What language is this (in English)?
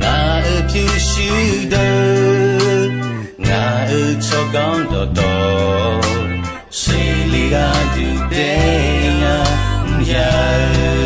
Akha